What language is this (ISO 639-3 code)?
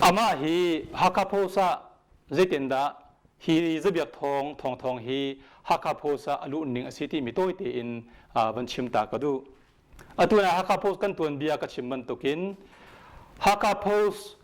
cnh